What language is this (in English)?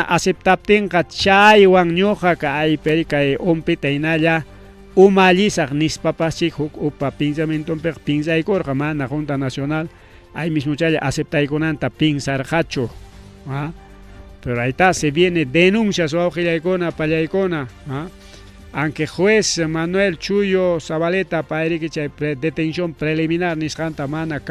Ayacucho Quechua